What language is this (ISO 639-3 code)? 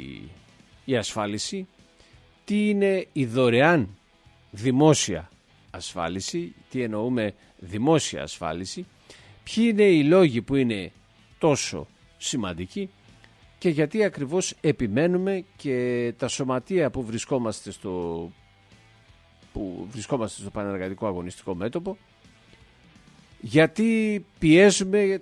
ell